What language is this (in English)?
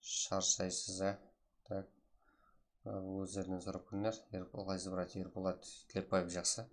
Kara-Kalpak